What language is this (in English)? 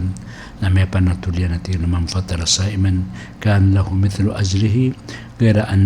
Maranao